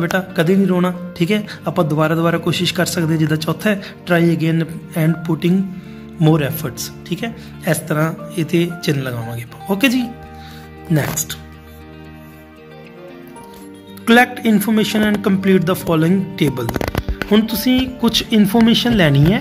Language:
Punjabi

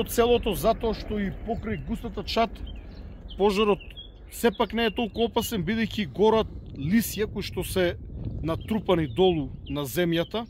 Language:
Macedonian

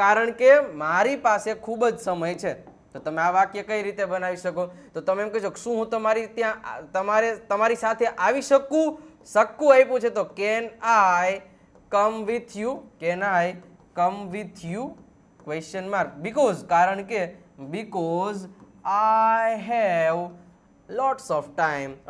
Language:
Gujarati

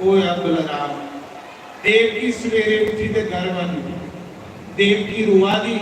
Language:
Dogri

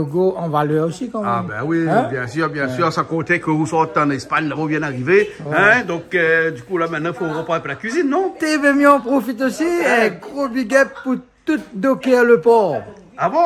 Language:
Réunion Creole French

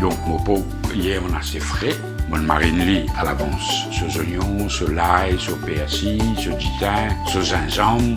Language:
Morisyen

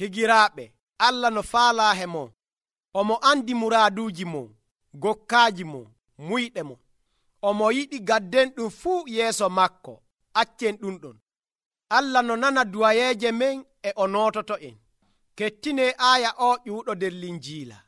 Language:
Nigerian Fulfulde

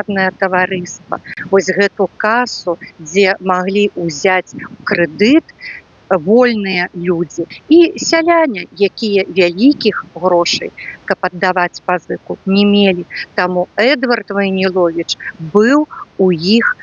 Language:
Belarusian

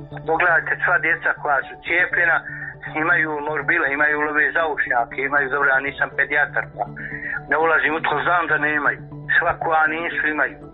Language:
Croatian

